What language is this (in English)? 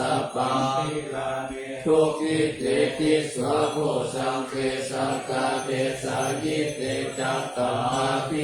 Pali